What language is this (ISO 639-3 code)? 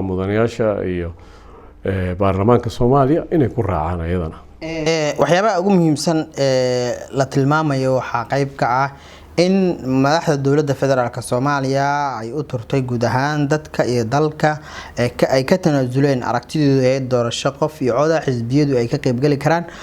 som